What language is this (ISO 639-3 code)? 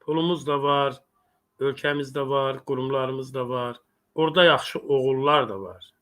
aze